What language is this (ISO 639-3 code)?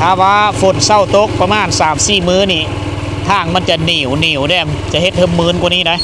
lao